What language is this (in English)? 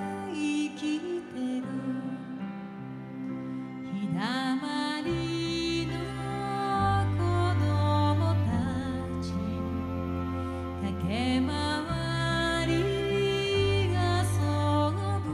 Japanese